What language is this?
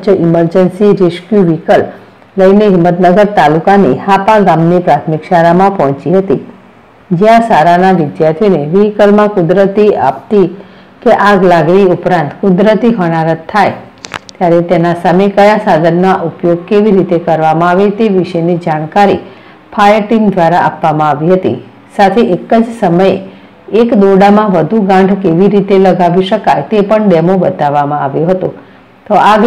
Gujarati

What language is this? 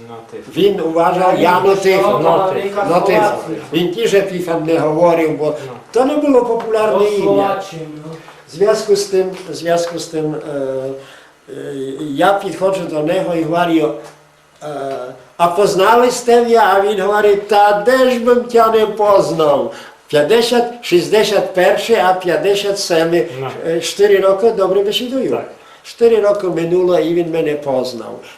Rusyn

